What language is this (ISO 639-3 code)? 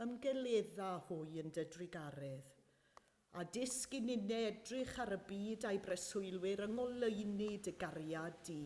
cym